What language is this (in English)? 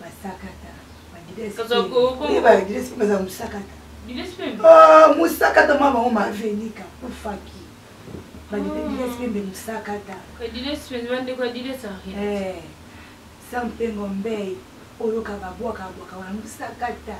Lingala